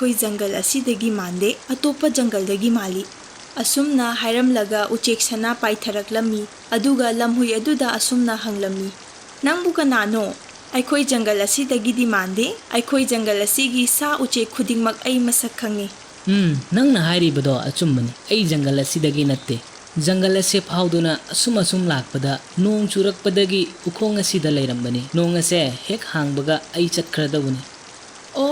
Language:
Manipuri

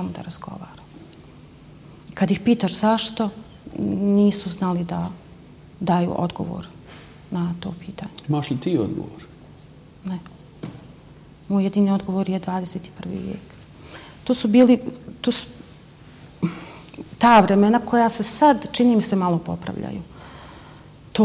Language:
Bosnian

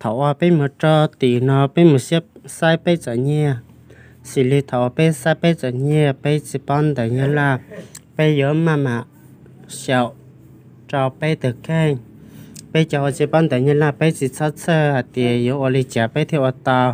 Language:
Hmong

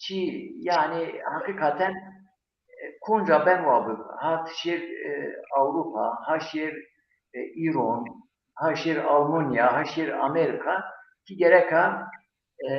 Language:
Zaza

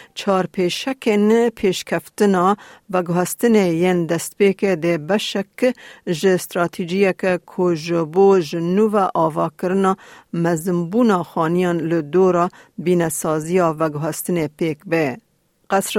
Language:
Kurdish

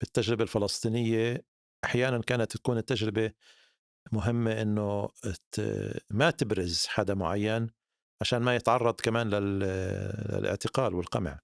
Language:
North Levantine Arabic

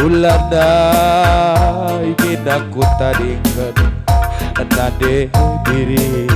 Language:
Batak Karo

